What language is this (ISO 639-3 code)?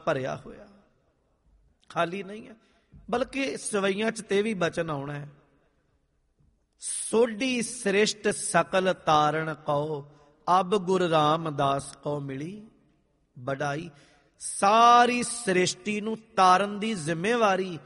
pan